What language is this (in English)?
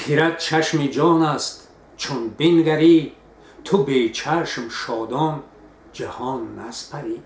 Tajik